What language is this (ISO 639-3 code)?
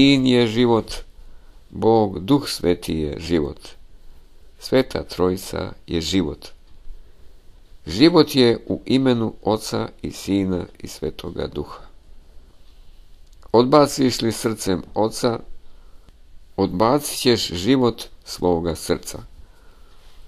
hrv